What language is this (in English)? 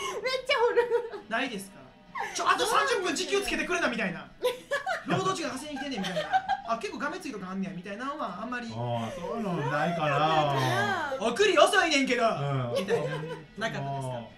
Japanese